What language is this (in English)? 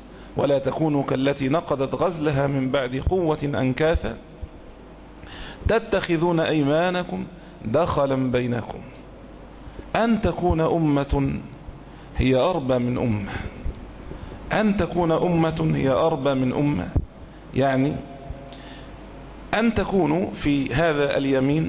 Arabic